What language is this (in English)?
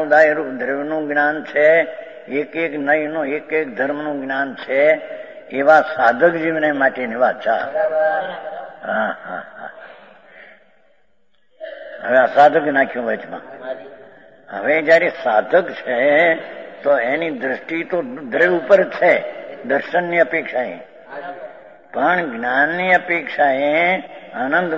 Gujarati